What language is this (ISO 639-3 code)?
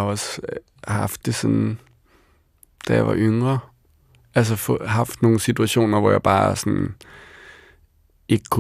dan